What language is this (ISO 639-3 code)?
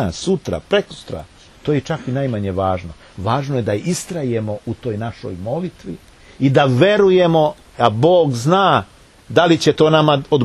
srp